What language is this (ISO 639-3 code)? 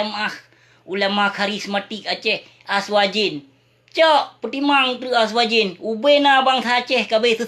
ace